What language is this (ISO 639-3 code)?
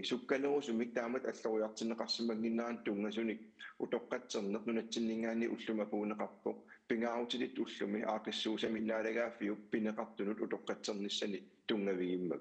kal